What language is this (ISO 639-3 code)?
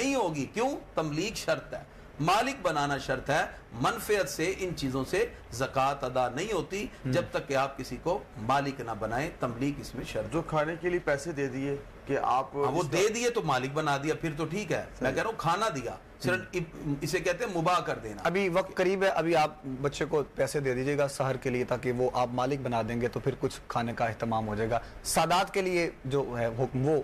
urd